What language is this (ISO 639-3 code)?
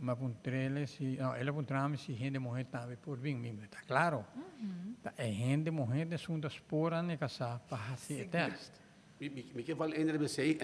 pap